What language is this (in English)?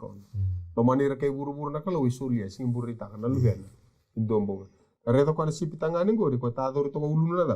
Fijian